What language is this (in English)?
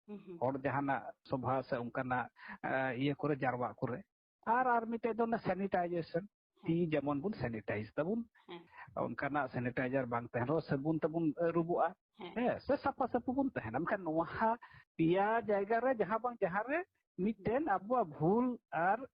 Santali